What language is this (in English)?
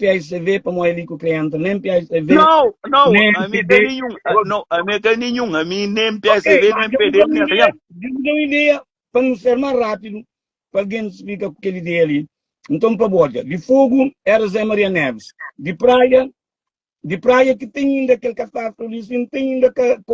Kabuverdianu